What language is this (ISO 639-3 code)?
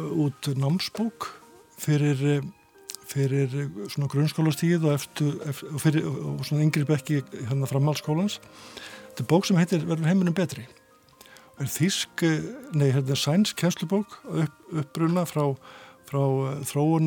isl